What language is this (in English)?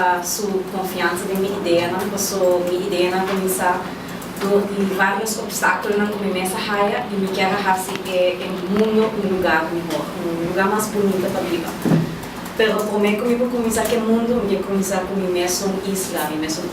Papiamento